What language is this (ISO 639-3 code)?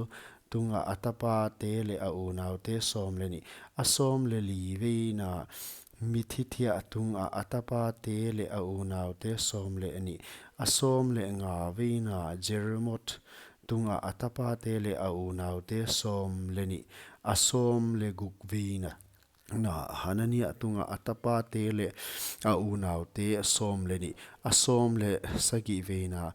pck